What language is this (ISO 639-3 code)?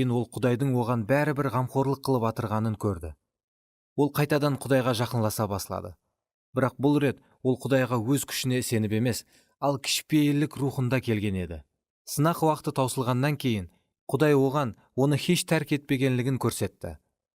kaa